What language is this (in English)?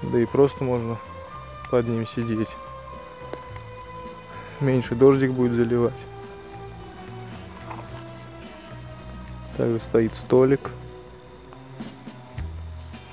Russian